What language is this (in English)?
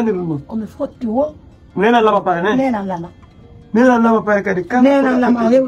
Fula